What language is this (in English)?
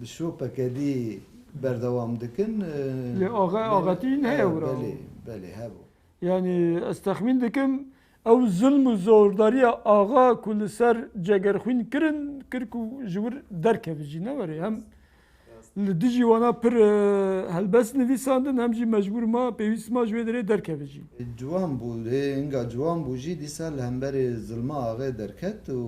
Kurdish